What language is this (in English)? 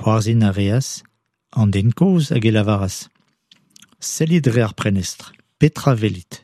Breton